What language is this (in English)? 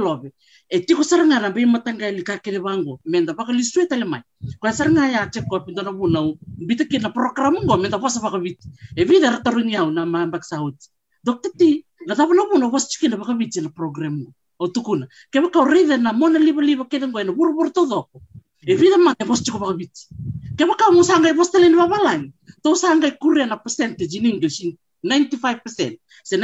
Fijian